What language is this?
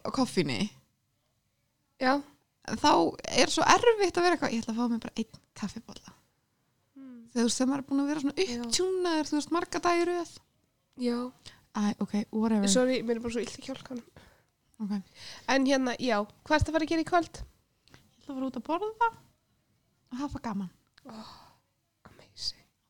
Icelandic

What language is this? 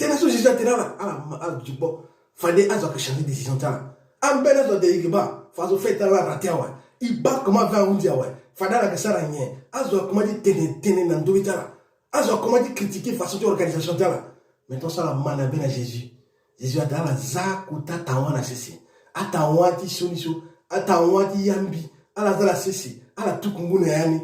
Sango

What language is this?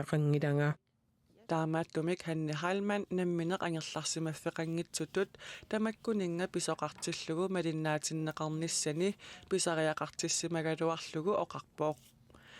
Kalaallisut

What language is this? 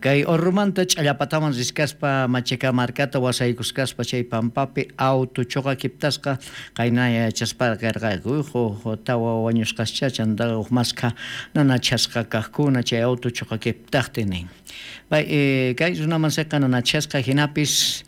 South Bolivian Quechua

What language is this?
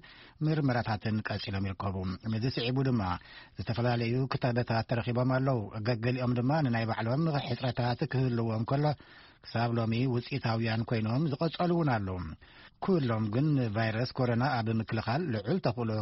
Tigrinya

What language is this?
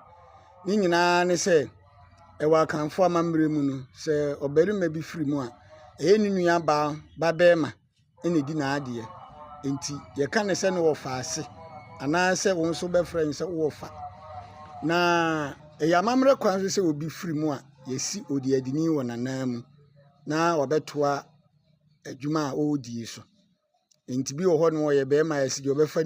Akan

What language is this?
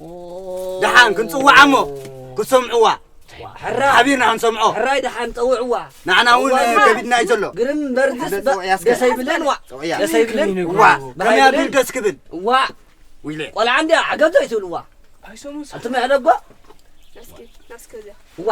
Tigrinya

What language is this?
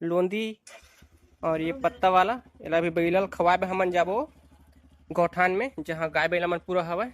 Chhattisgarhi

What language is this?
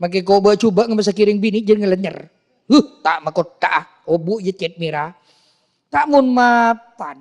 Madurese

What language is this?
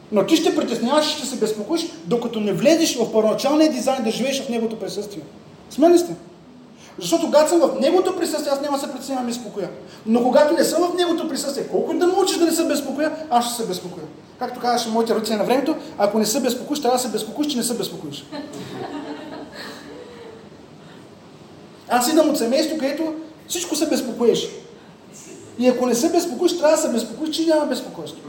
Bulgarian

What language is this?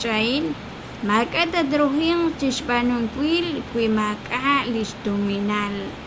Kekchí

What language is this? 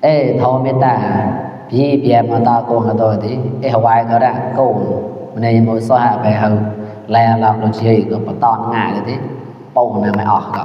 Mon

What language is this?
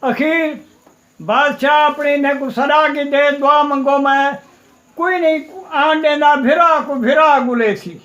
Saraiki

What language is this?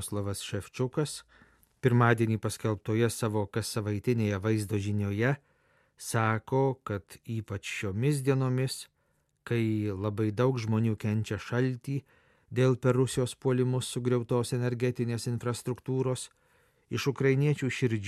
Lithuanian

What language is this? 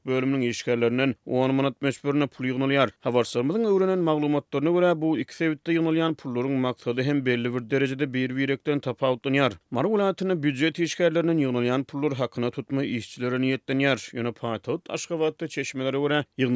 Turkmen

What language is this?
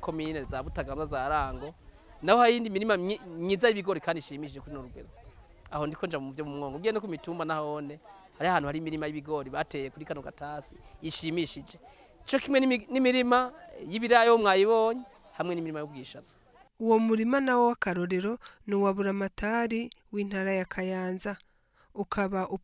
Rundi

